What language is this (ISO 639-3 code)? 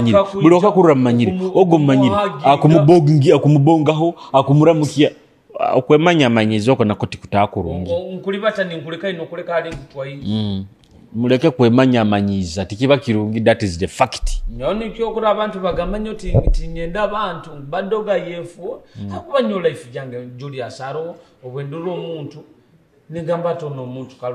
nyo